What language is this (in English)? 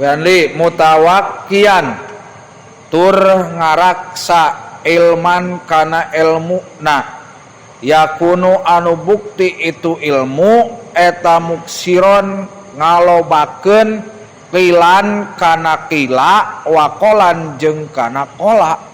Sundanese